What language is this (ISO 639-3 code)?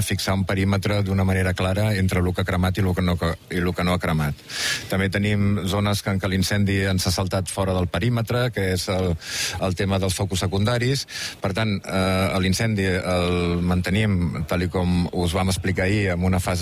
cat